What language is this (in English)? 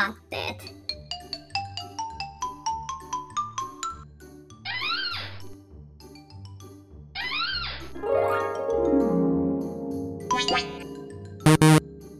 Finnish